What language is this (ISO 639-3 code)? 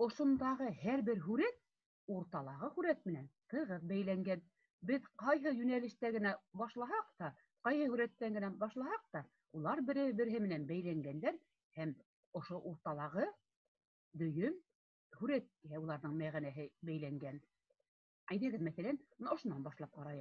bak